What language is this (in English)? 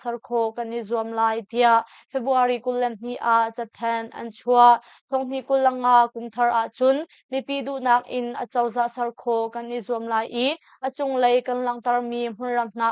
Hakha Chin